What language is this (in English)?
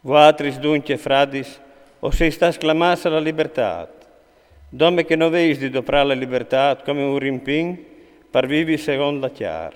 Friulian